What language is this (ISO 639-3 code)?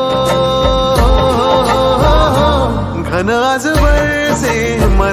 mar